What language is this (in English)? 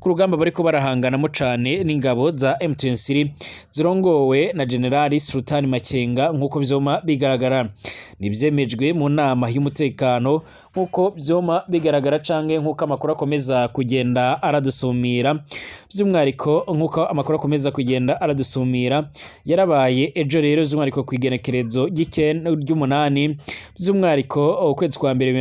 Rundi